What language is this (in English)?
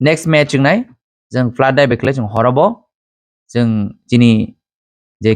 Kok Borok